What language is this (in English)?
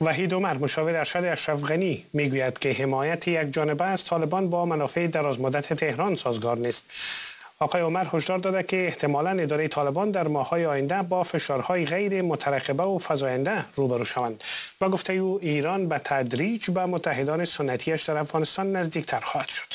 Persian